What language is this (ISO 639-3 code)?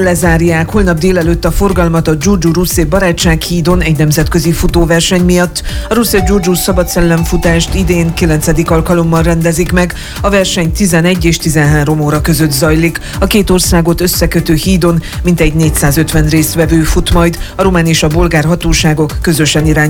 hun